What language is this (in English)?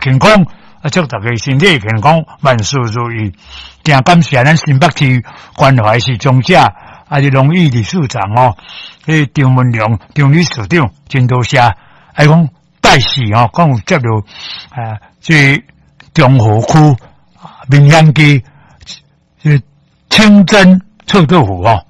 Min Nan Chinese